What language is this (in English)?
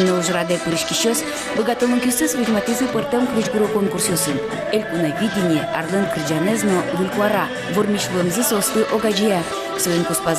Udmurt